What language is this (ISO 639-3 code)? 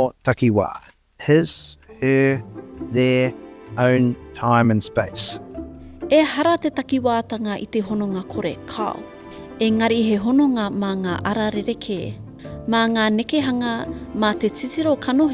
mri